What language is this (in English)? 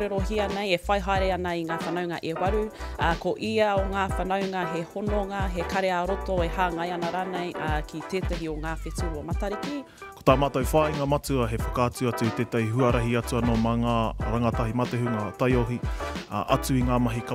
Māori